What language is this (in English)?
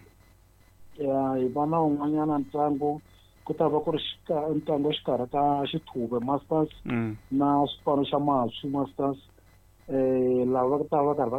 Tsonga